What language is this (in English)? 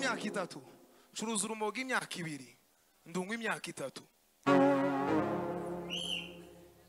Kinyarwanda